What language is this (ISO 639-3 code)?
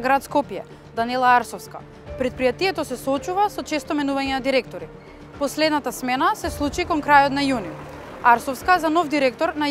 mkd